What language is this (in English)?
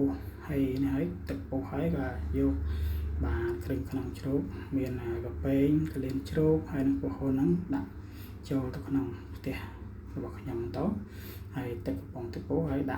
Khmer